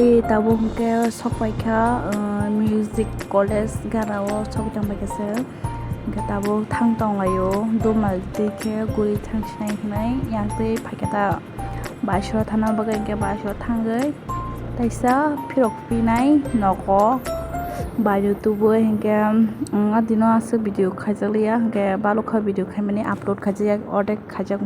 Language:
Kok Borok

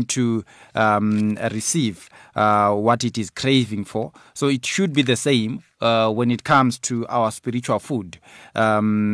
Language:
English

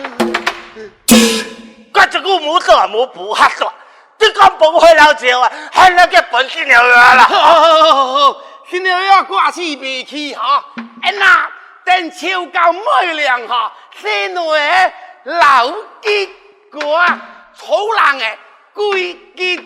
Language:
Pu-Xian Chinese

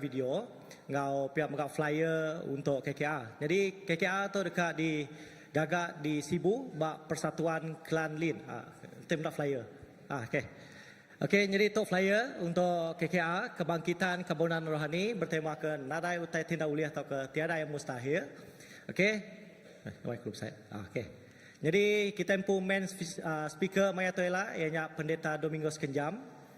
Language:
Iban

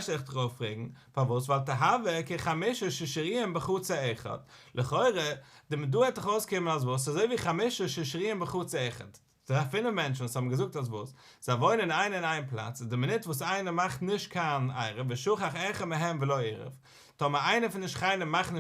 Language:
Yiddish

